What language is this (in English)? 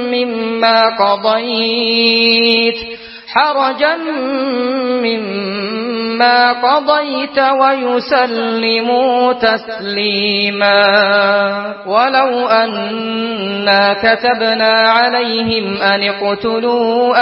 Arabic